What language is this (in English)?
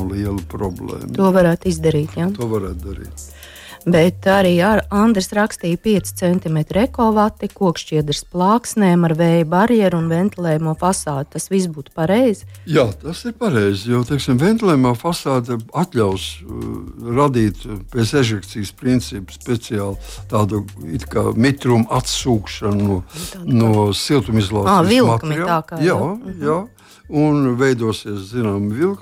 Latvian